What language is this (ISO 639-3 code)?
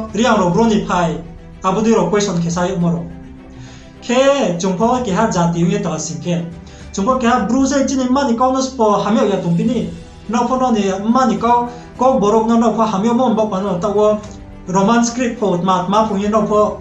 ria